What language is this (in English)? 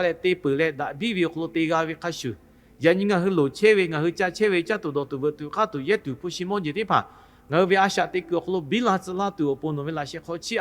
Lahu